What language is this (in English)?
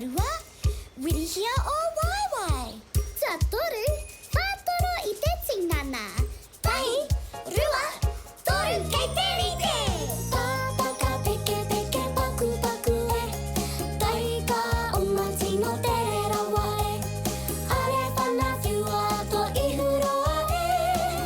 Māori